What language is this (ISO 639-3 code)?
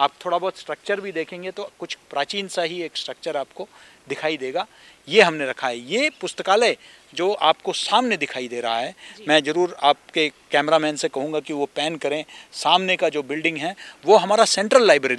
hin